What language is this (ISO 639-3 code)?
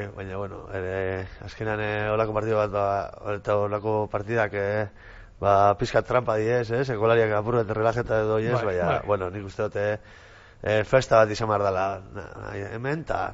eus